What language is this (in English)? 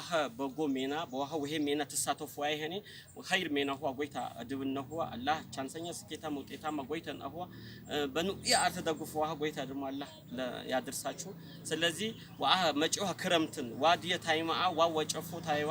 Amharic